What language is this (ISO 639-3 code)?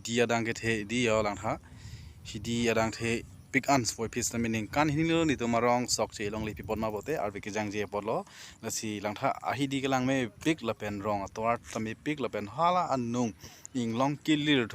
mjw